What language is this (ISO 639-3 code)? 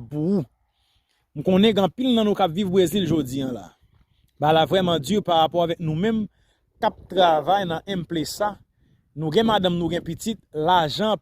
hat